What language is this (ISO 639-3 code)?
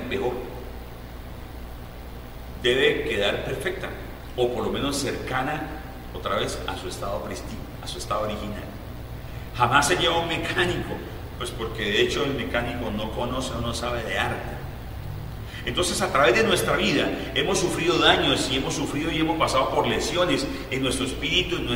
spa